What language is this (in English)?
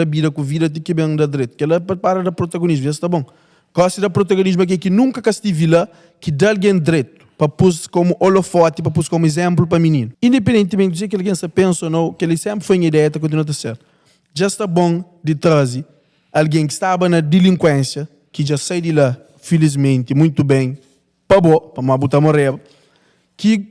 Kabuverdianu